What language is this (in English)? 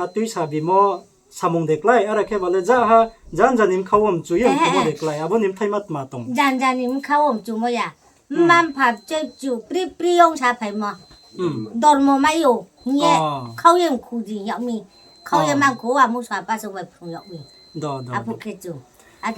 Riang (India)